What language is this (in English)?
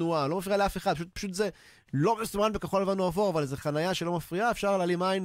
Hebrew